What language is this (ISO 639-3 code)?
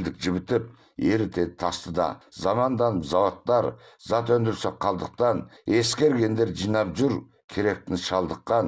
kaz